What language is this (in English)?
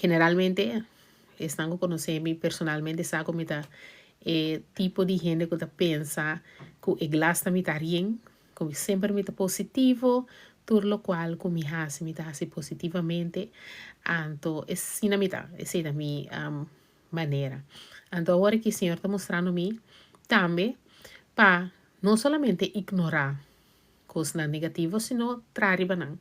Papiamento